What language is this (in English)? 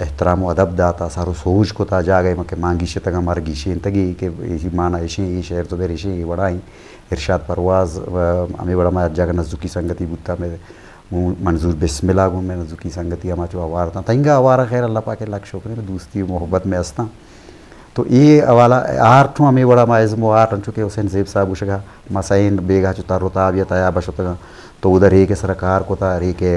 Eastern Balochi